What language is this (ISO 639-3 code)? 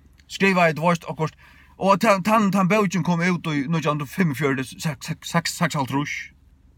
fao